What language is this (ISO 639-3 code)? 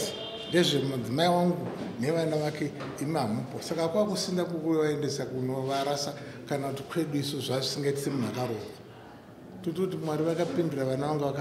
sna